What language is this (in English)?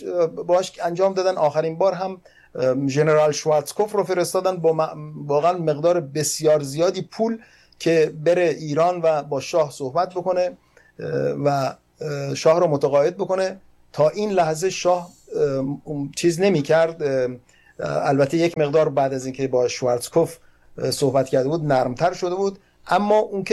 Persian